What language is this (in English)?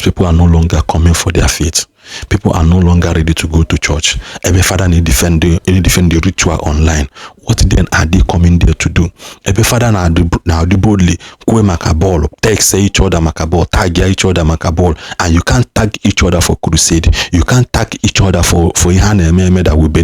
Igbo